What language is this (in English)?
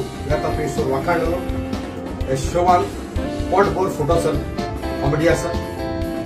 Konkani